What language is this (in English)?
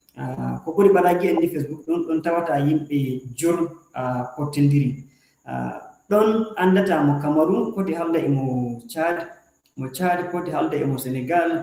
Fula